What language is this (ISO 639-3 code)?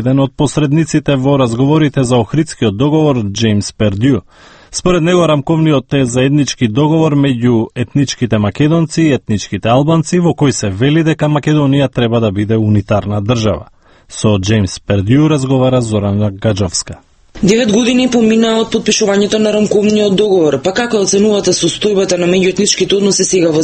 mkd